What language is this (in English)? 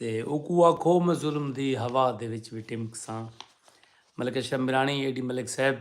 Saraiki